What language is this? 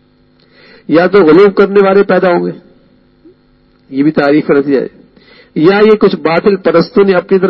Urdu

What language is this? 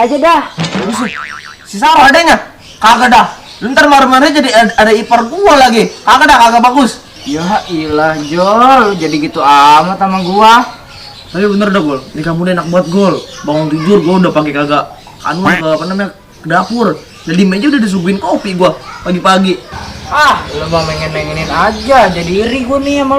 Betawi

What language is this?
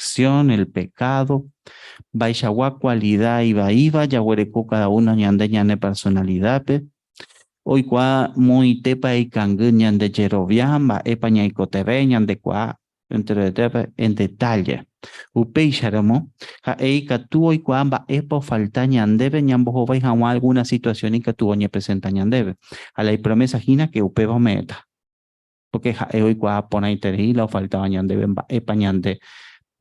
Guarani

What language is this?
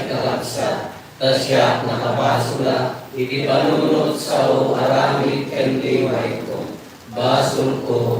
Iloko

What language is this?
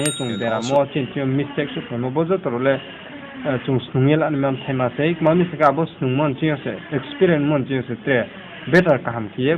Riang (India)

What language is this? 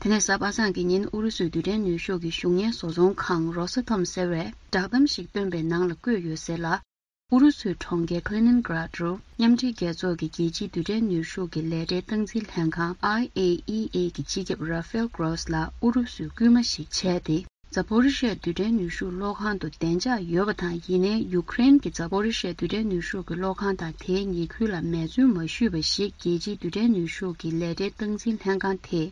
Tibetan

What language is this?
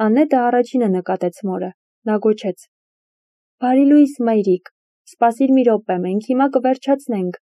Armenian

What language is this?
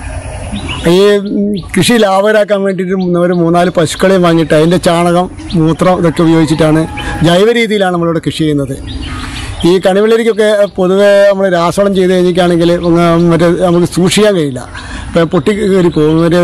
Malayalam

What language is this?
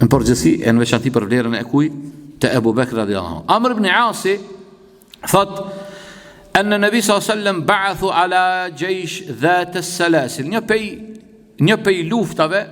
Albanian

